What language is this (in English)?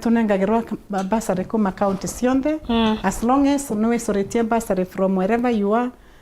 Meru